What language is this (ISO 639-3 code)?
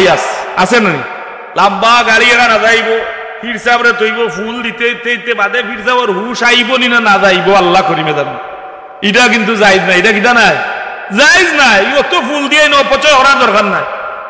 syl